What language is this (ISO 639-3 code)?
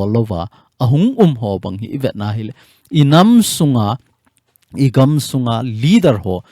tcz